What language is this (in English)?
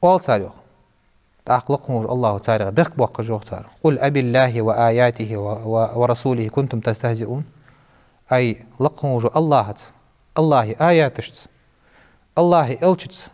Ingush